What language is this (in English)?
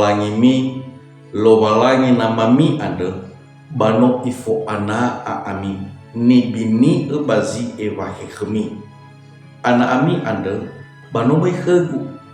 Nias